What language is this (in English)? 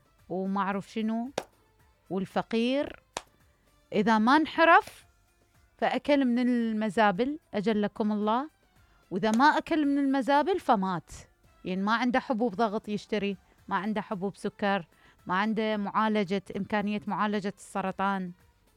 Mesopotamian Arabic